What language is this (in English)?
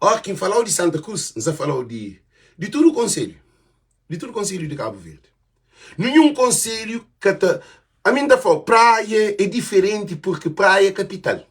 Kabuverdianu